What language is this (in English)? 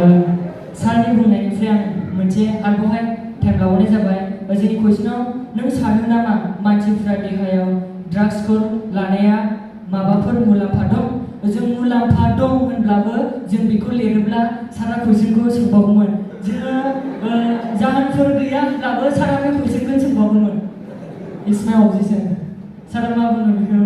Bodo